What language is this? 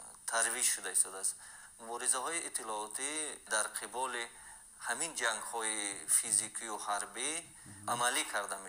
Tajik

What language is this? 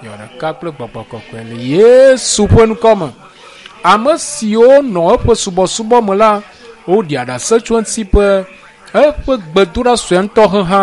Ewe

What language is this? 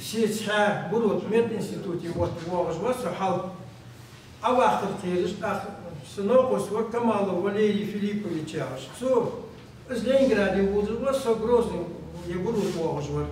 Ingush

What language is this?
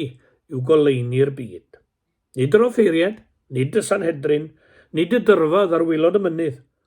Welsh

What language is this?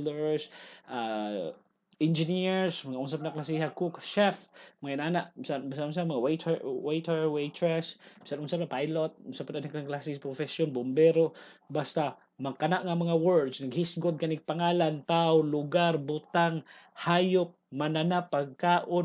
Cebuano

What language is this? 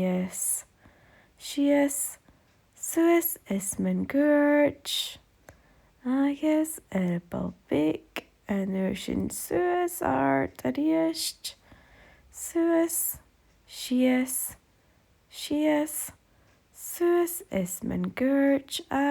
Scottish Gaelic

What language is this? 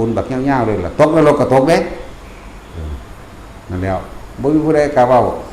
Northeastern Thai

